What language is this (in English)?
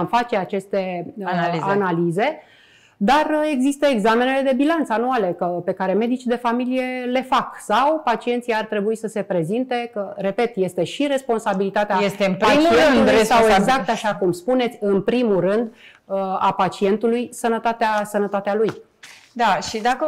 Romanian